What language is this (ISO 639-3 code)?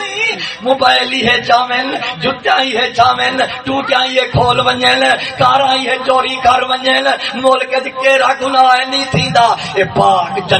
skr